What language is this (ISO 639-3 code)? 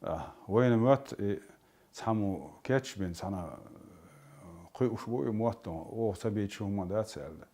che